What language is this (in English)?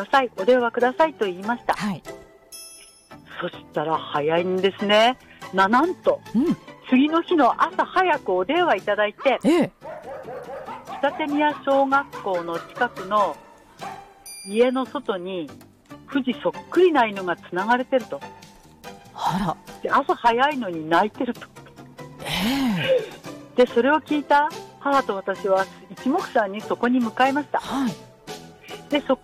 Japanese